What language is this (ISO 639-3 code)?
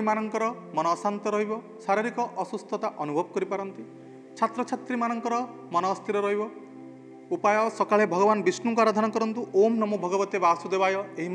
ori